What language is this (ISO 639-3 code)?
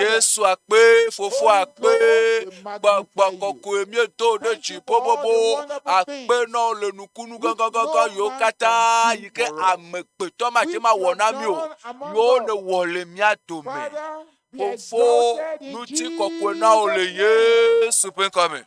ewe